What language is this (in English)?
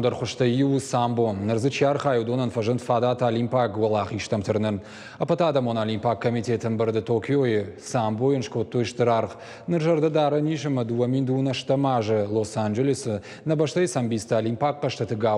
Ossetic